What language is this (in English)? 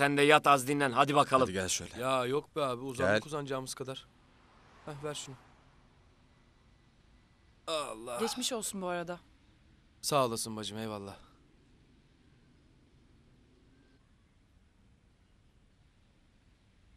Turkish